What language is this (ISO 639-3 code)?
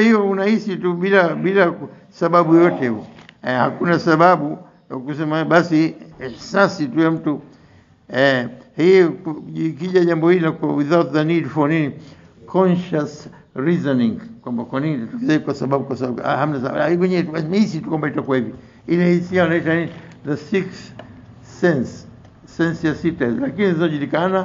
swa